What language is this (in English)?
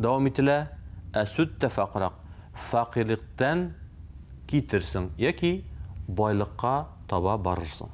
Tatar